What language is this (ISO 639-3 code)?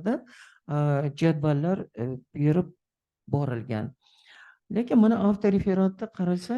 uzb